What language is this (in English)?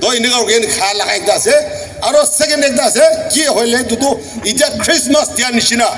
Naga Pidgin